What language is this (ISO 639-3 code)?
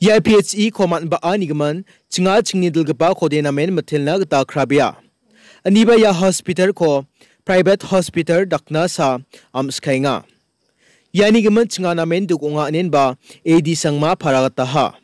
grt